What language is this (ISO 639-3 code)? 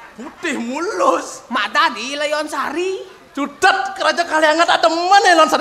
ban